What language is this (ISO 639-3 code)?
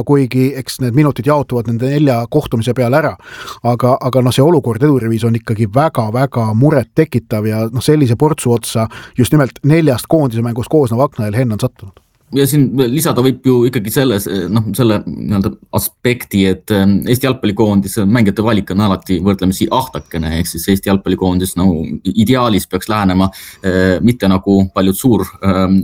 est